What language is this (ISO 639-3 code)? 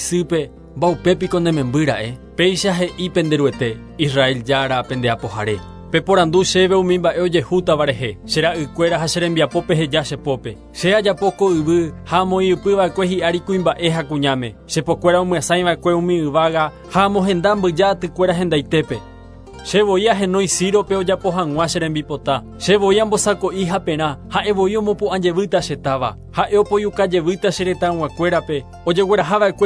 grn